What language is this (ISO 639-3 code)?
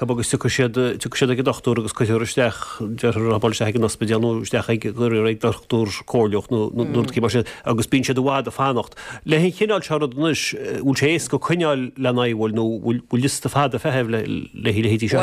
gle